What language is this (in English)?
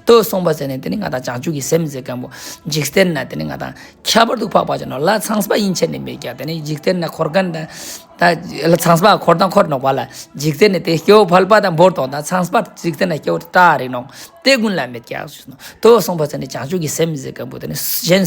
Ladakhi